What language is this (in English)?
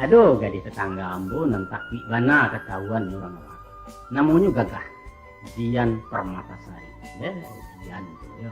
Minangkabau